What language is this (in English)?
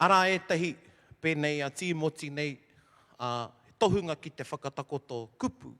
Māori